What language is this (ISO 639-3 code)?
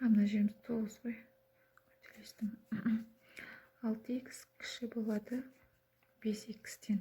kaz